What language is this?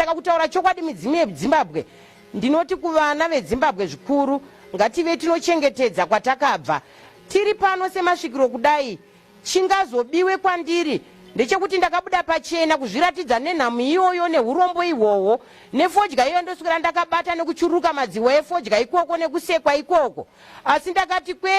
Shona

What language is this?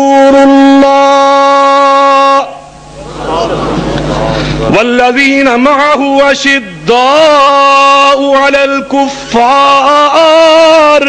Urdu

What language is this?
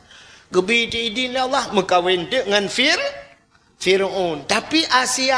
Achinese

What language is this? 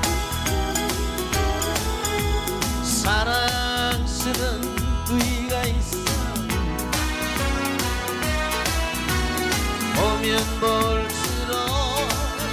Korean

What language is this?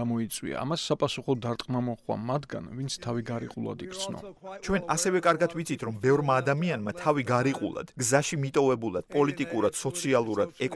Georgian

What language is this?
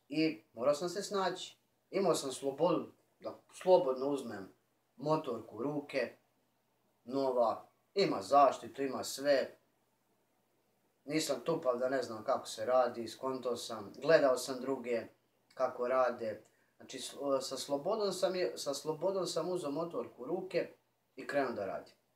Serbian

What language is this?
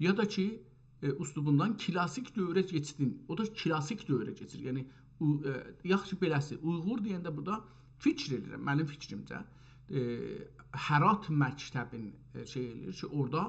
South Azerbaijani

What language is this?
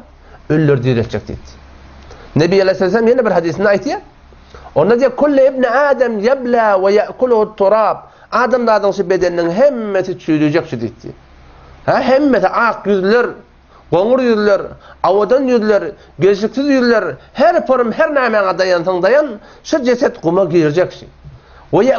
Turkmen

